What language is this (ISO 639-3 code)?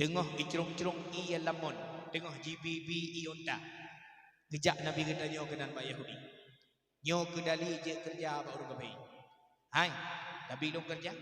ace